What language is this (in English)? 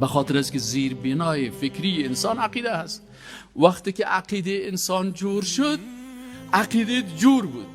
Persian